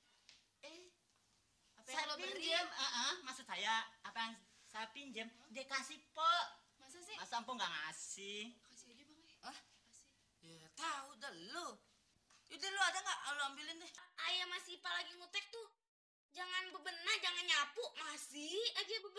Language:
Betawi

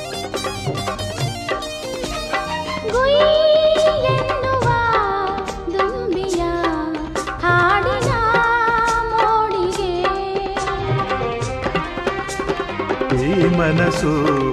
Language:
Kannada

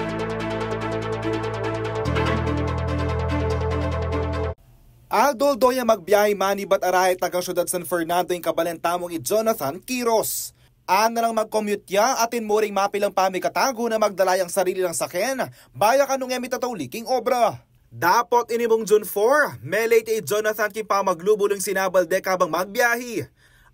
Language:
Pampanga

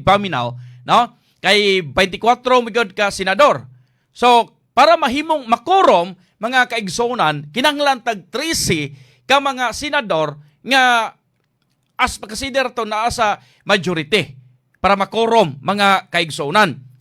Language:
Cebuano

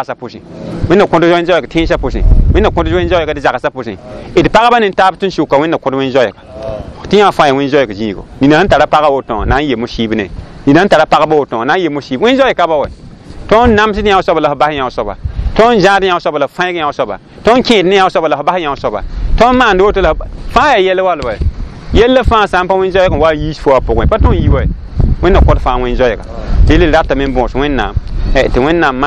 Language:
Mossi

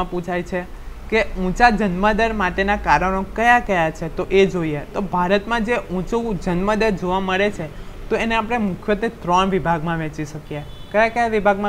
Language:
Gujarati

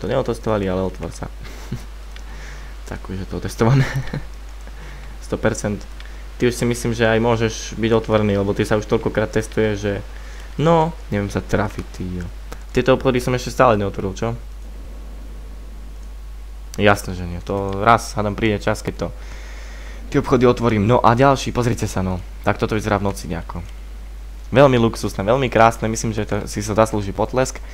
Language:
Slovak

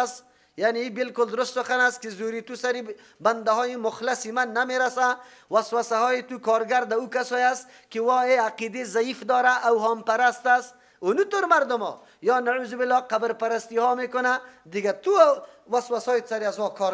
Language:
Persian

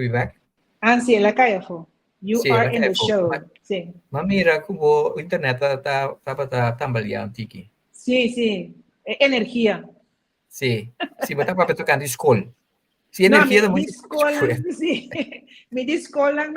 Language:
Papiamento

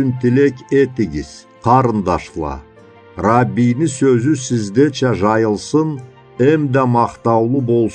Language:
Karachay-Balkar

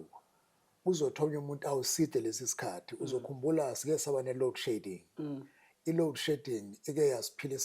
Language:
Zulu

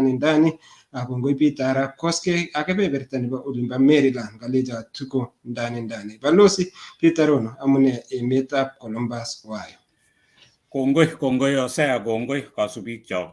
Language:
Kalenjin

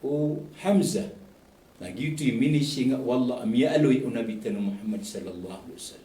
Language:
Maranao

